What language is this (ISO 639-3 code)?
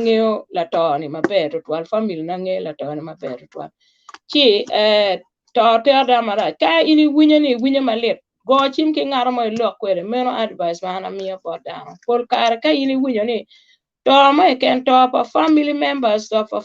ach